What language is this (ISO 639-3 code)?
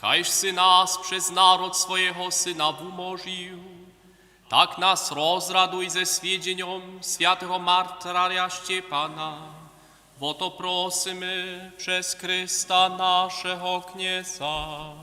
hsb